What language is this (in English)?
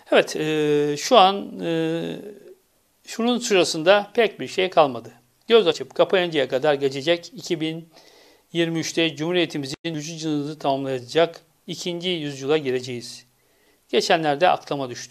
Turkish